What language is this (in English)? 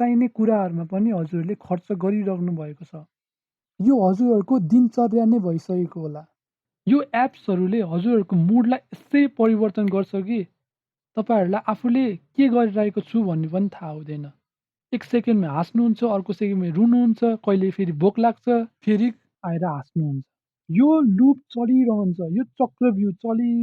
Nepali